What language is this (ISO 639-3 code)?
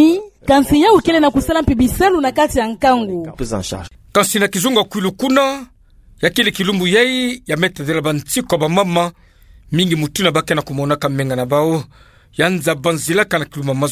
ktu